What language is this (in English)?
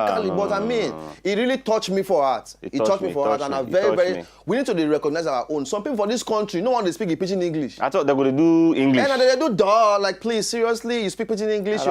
Nigerian Pidgin